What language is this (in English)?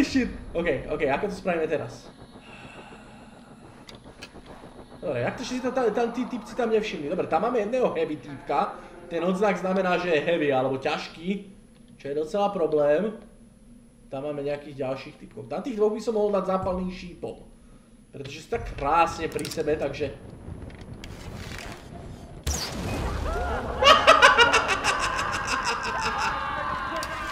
Slovak